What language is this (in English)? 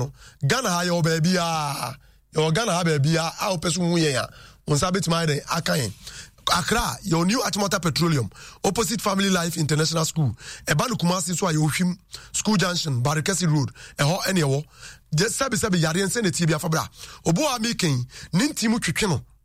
Akan